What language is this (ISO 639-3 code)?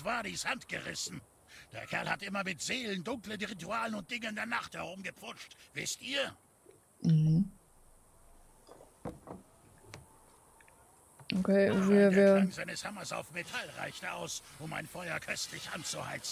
deu